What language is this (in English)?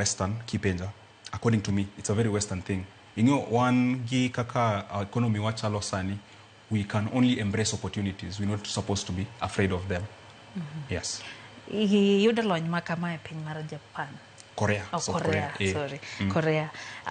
Luo (Kenya and Tanzania)